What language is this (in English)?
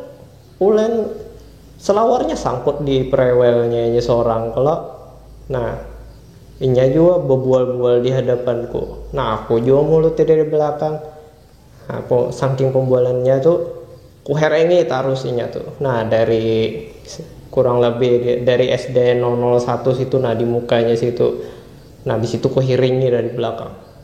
Banjar